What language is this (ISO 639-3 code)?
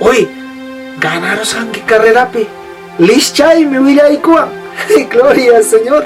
quy